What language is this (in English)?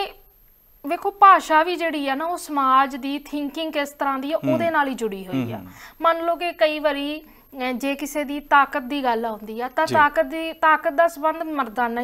Punjabi